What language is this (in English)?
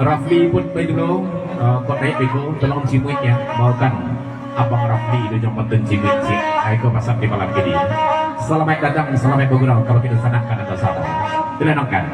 Minangkabau